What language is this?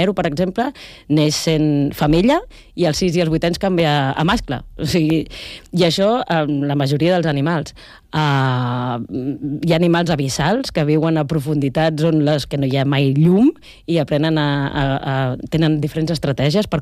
Catalan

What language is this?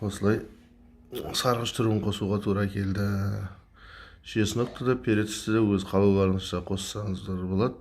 Kazakh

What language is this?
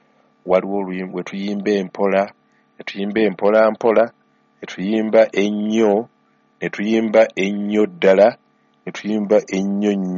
Ganda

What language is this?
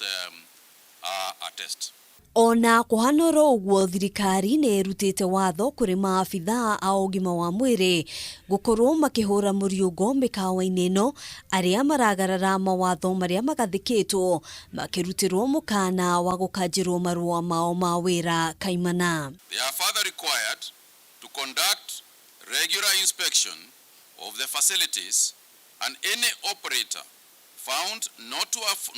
Kikuyu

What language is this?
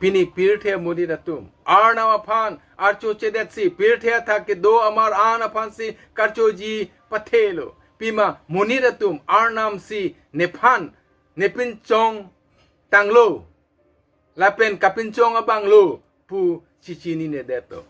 Karbi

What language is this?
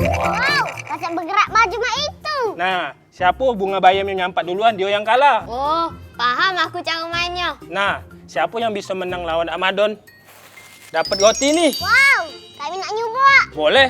Musi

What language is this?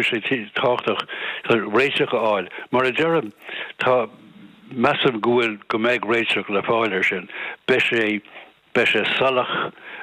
Irish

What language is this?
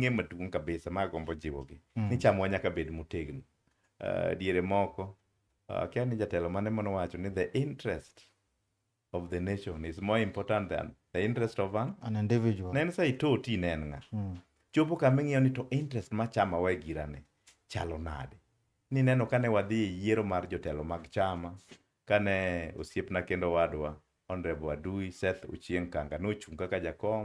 Luo (Kenya and Tanzania)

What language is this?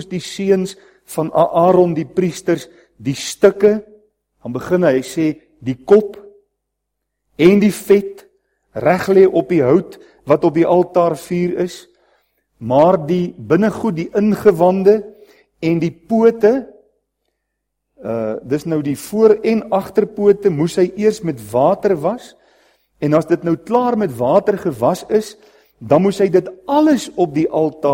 Afrikaans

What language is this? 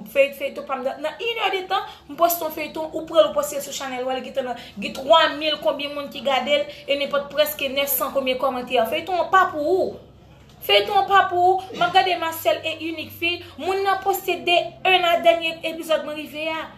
Haitian Creole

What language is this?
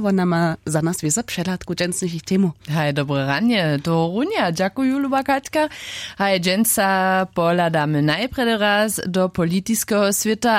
Upper Sorbian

